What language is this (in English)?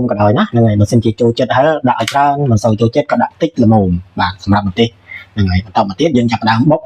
Khmer